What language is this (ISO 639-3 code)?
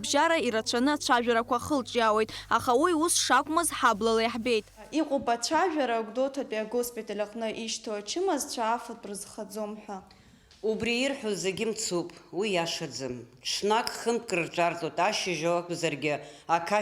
abk